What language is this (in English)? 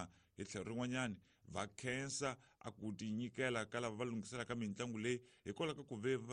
Tsonga